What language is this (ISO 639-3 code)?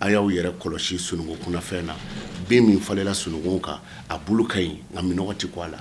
bam